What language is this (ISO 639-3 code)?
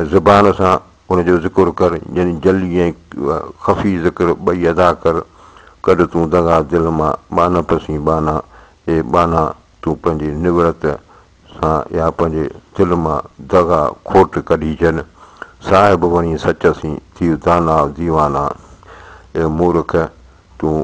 snd